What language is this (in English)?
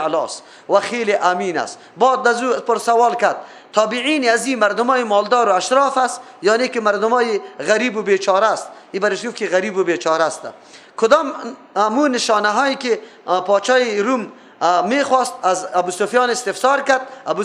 Persian